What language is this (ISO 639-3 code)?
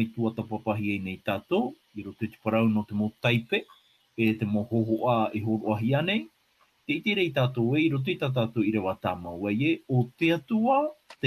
tah